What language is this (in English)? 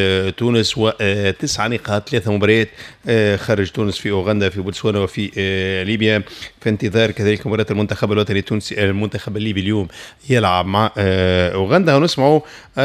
Tunisian Arabic